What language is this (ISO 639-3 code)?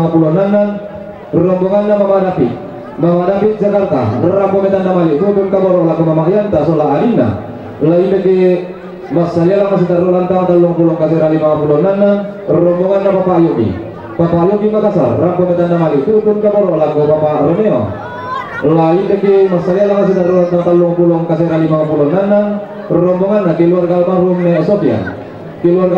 sda